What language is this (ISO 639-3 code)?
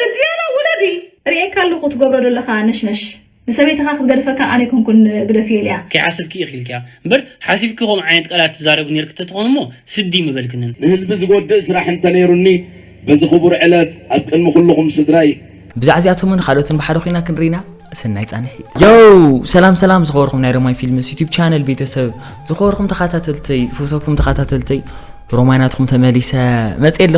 tir